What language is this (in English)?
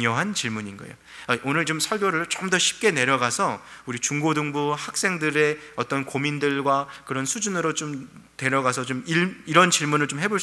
Korean